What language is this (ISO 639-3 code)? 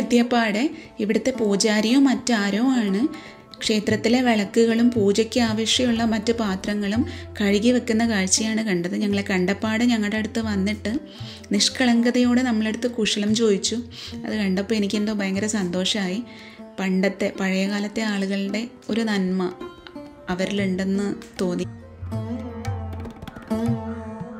mal